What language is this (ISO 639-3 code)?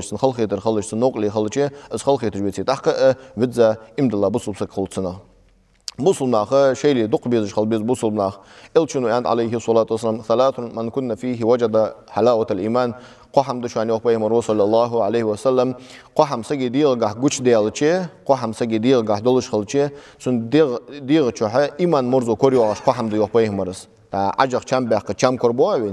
inh